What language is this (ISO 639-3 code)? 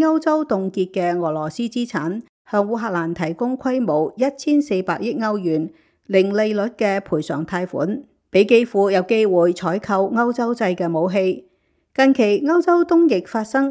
yue